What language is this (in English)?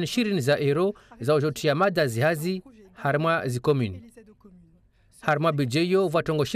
Comorian